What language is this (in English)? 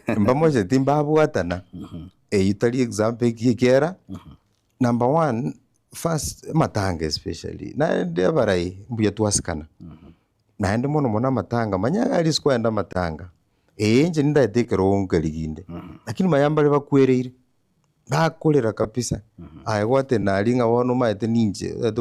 Gusii